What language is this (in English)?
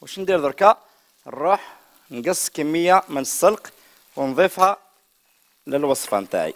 Algerian Arabic